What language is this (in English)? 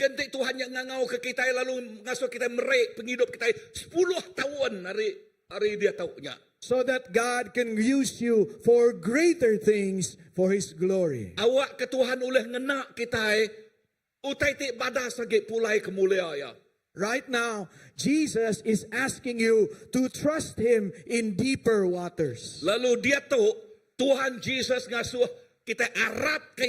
Iban